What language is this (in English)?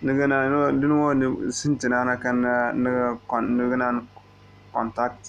Zarma